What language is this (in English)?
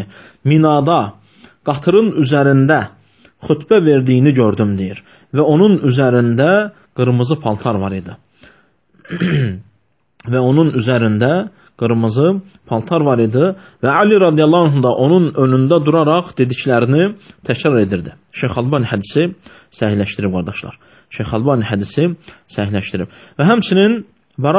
Azerbaijani